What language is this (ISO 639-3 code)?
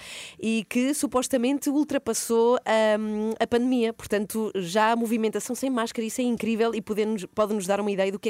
por